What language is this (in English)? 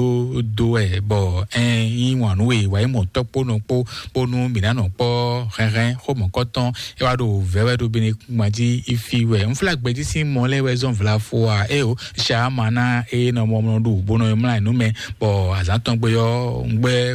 Fon